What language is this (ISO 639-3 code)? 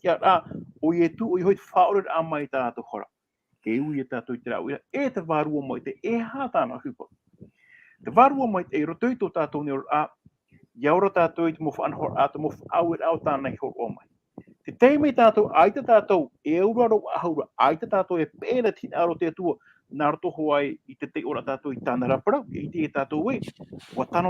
tah